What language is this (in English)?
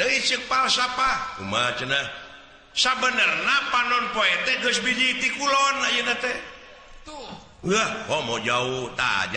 Sundanese